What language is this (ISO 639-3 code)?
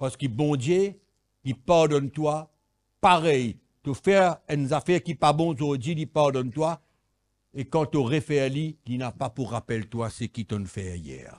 mfe